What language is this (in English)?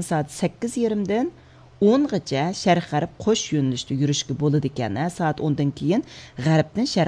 Uyghur